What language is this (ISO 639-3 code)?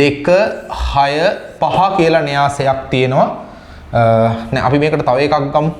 sin